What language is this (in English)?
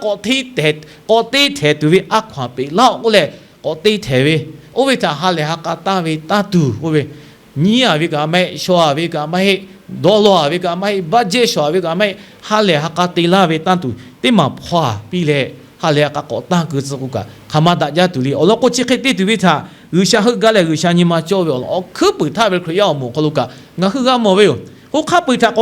Lahu